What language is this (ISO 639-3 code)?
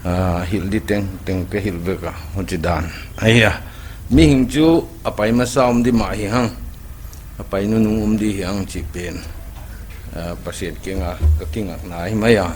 pck